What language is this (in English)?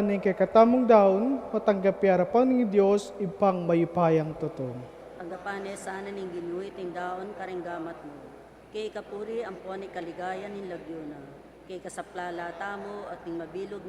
Pampanga